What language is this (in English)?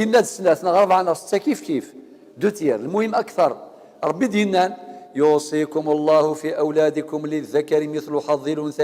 Kabyle